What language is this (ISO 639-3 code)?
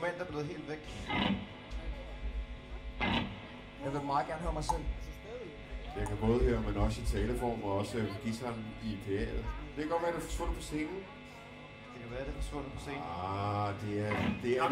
dan